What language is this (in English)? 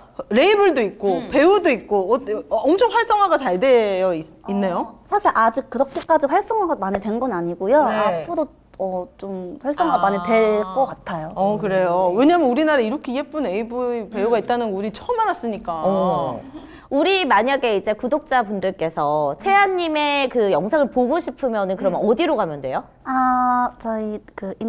Korean